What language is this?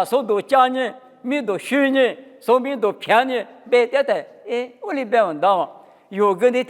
Lisu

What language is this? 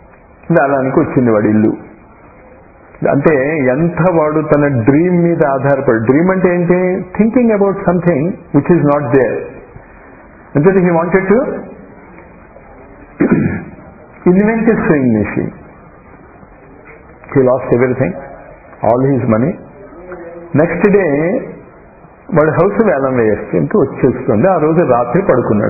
Telugu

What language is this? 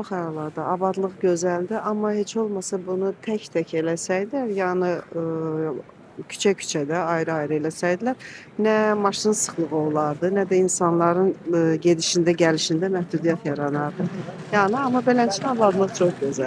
Azerbaijani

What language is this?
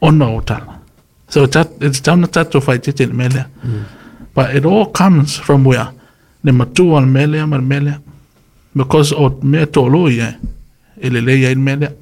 Samoan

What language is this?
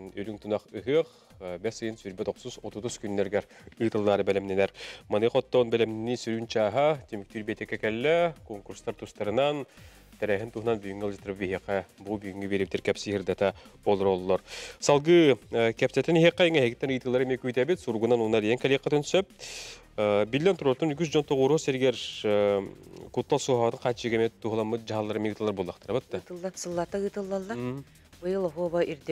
Yakut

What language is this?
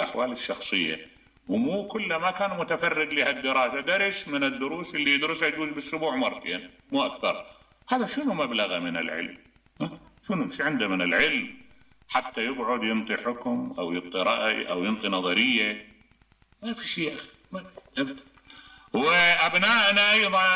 Mesopotamian Arabic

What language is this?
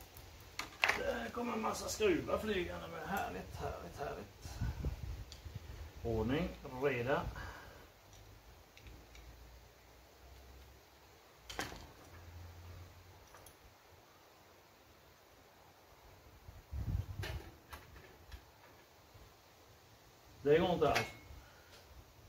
Swedish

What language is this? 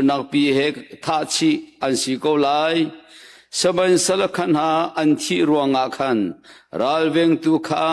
Hakha Chin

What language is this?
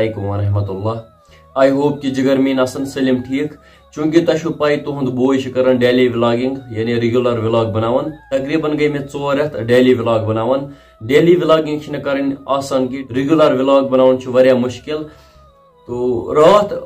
Kashmiri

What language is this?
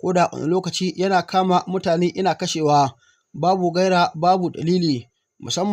Hausa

